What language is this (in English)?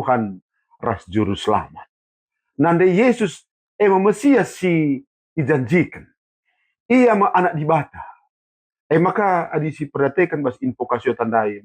Batak Karo